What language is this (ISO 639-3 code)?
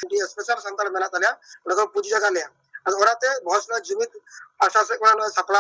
sat